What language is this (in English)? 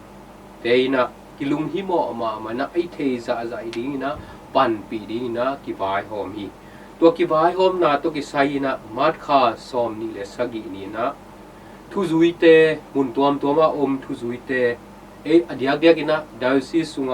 Tedim Chin